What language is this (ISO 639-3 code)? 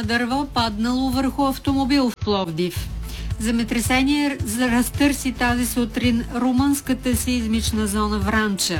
bul